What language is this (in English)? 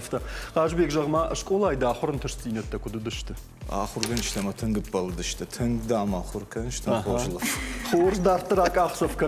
Ossetic